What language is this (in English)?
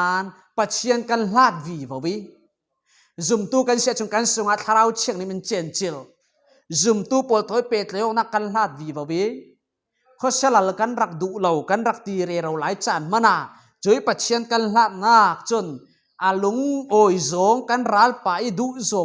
Falam Chin